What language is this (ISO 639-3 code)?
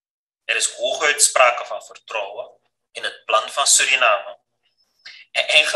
nld